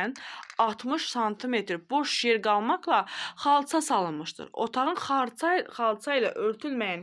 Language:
Azerbaijani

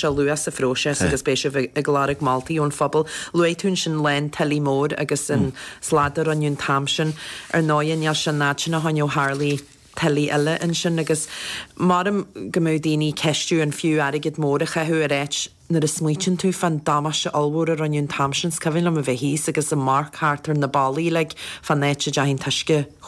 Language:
Irish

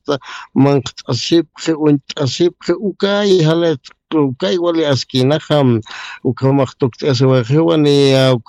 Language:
Aymara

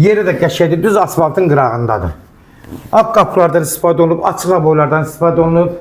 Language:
Azerbaijani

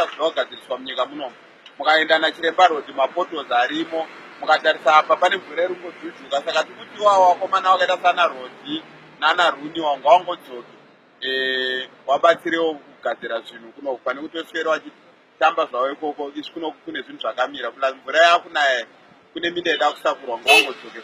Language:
Shona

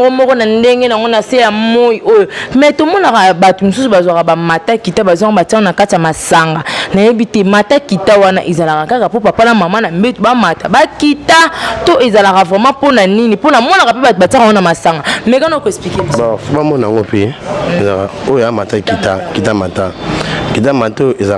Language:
Lingala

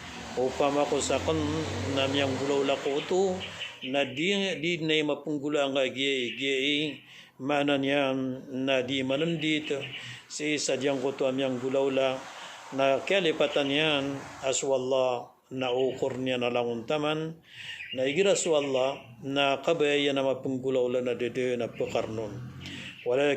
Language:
Maranao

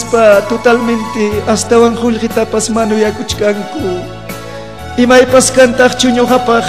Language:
Ayacucho Quechua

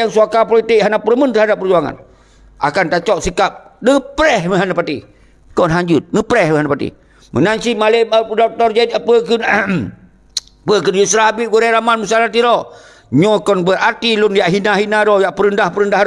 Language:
Achinese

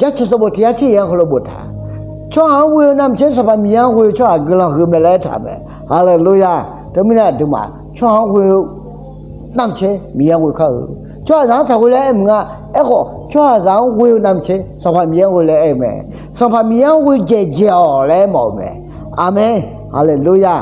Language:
Akha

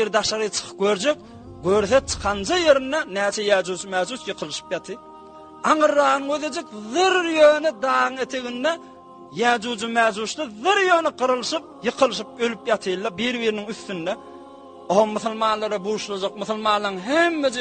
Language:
Turkmen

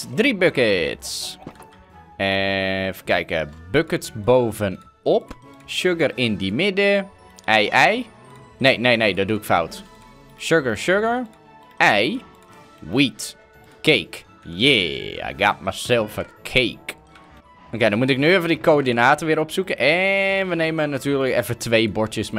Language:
Dutch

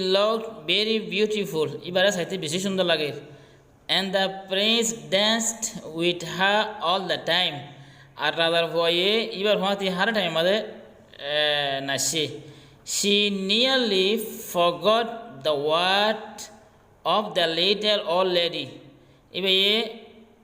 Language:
Rohingya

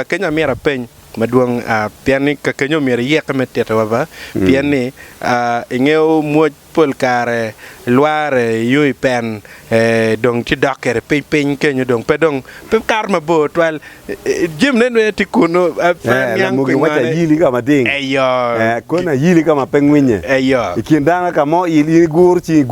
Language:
Acoli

